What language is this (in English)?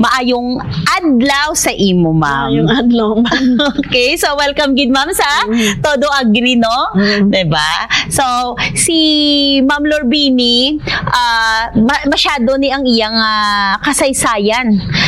Hiligaynon